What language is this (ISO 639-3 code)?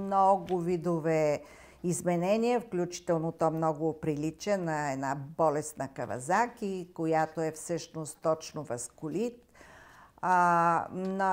bul